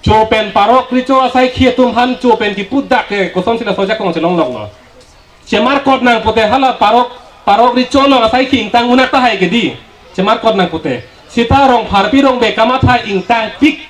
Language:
Karbi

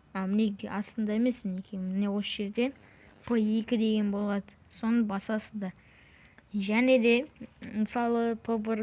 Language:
Kazakh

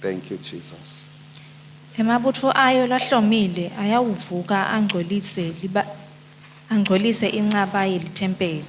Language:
Swati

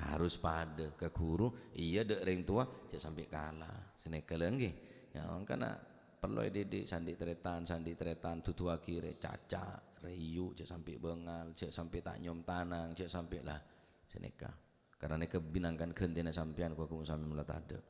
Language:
Madurese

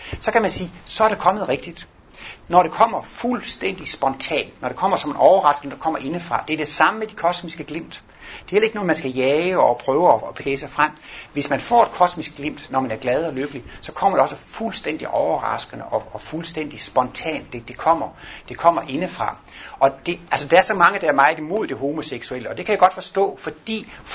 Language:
Danish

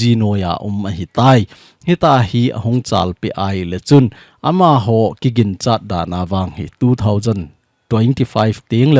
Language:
Thado Chin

